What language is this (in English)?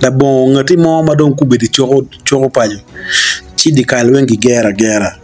Acoli